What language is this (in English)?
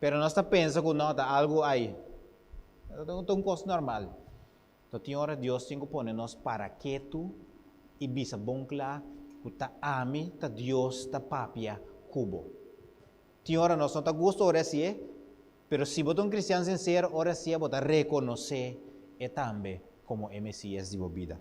Papiamento